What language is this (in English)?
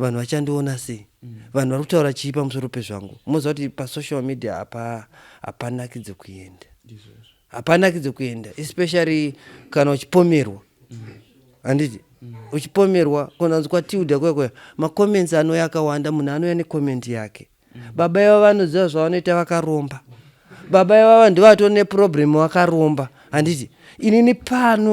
Shona